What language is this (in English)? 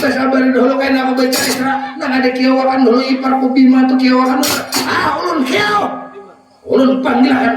Banjar